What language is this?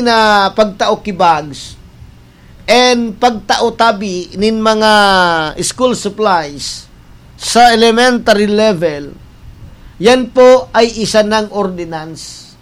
Bikol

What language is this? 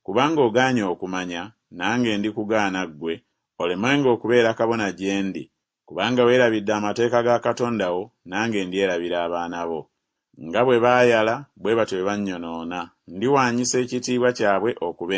Ganda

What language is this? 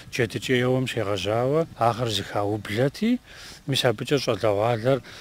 Kabardian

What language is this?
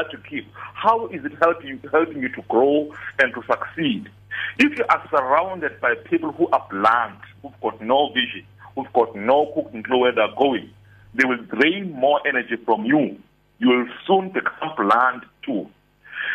English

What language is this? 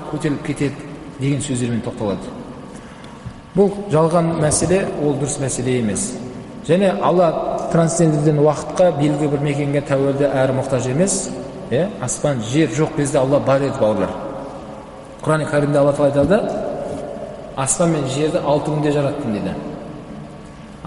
Kazakh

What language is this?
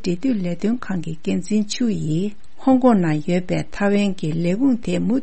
Tibetan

